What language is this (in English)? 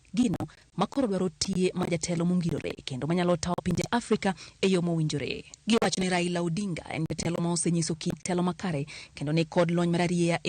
Luo (Kenya and Tanzania)